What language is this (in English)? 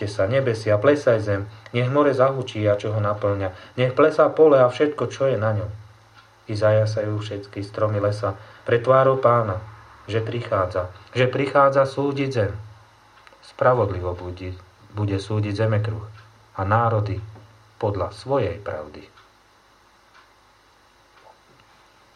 Slovak